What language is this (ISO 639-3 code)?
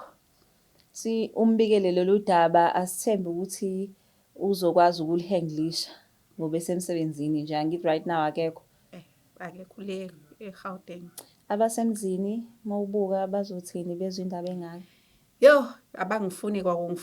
zul